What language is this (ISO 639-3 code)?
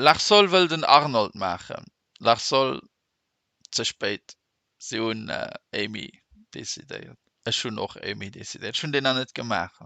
ltz